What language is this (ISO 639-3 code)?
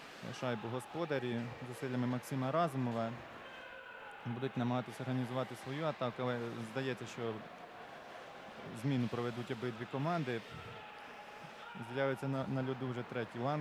ukr